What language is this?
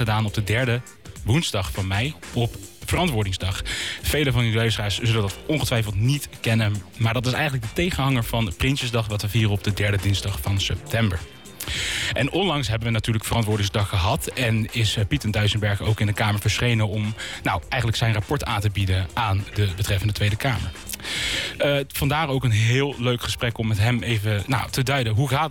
Dutch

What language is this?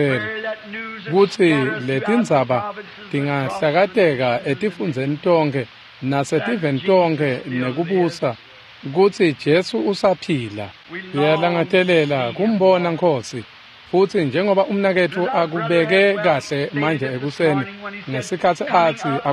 Swati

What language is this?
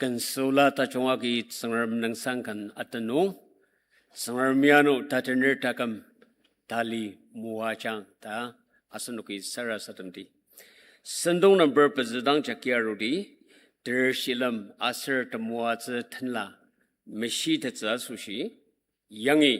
Ao Naga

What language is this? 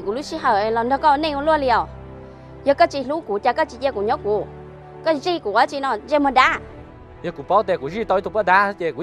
Hmong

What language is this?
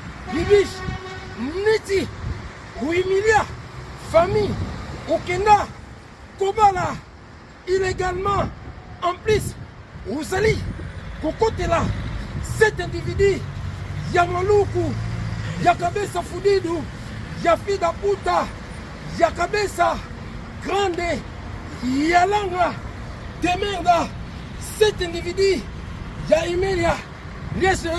Lingala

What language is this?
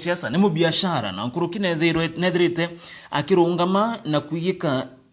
Meru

